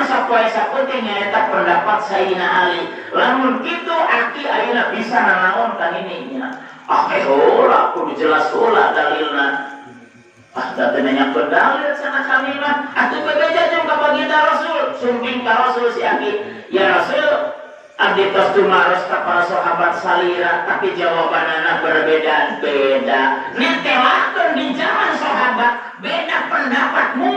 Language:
Sundanese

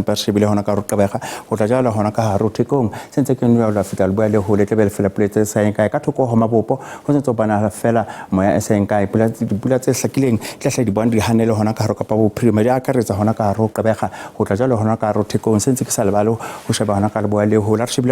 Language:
Southern Sotho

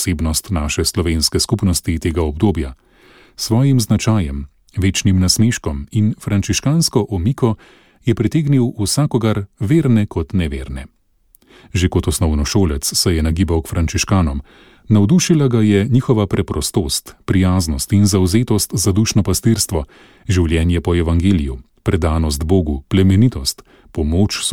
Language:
Slovenian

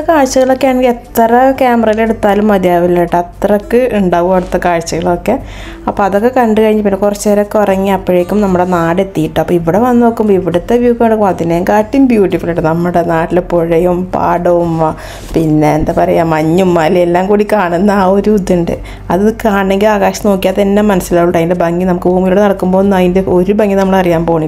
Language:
Malayalam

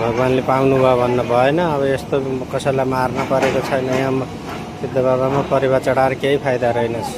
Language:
Nepali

